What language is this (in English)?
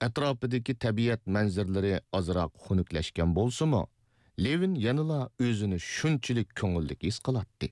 Uyghur